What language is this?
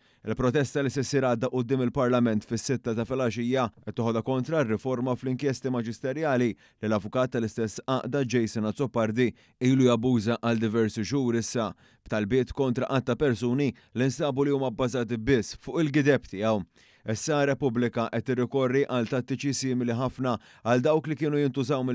Maltese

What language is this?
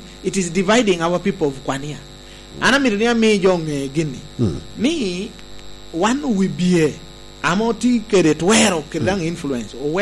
Lango (Uganda)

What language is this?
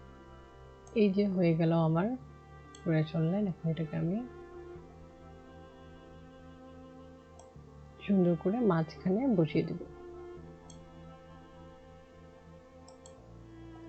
Bangla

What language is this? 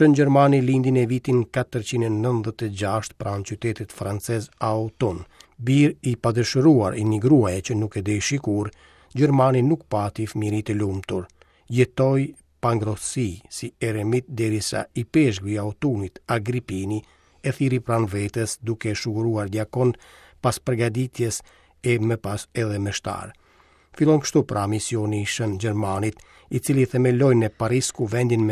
Albanian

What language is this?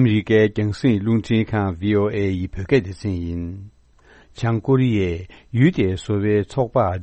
Tibetan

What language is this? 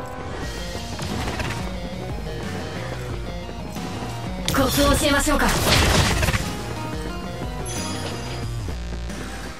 Japanese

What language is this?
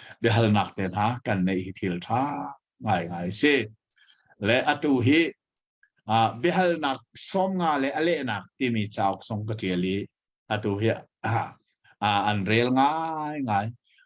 Hakha Chin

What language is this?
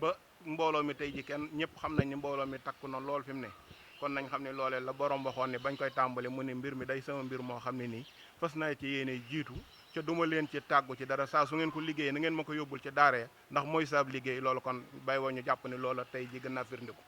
Wolof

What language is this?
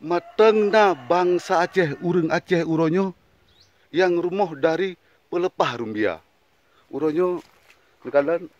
Achinese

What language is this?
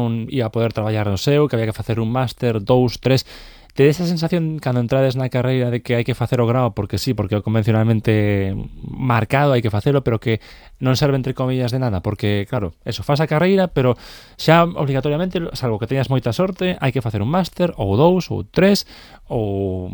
Galician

